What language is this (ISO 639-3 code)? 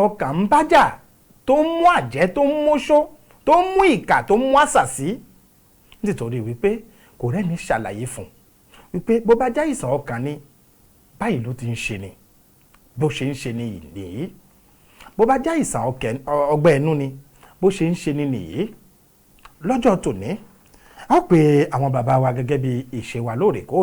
yor